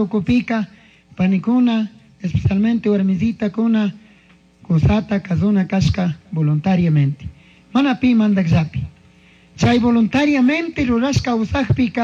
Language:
Chimborazo Highland Quichua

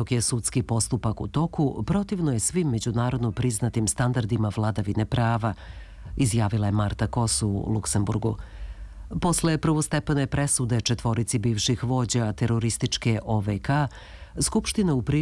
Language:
Serbian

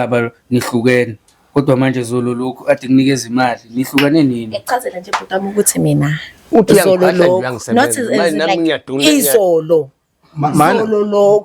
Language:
Zulu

